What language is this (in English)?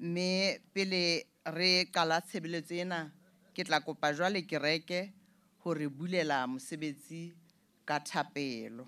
Southern Sotho